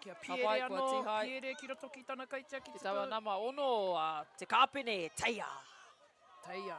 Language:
Māori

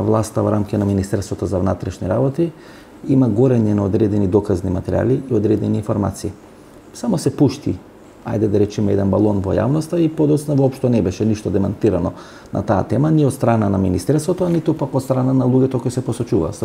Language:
Macedonian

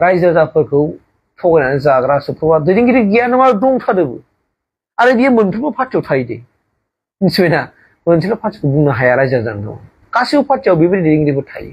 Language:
Bodo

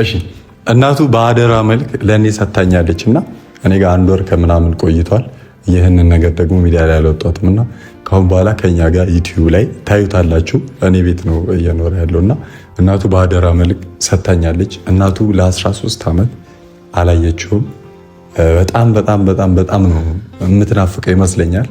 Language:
Amharic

